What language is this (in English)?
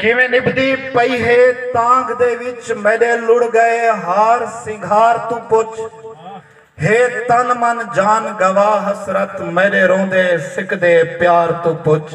Saraiki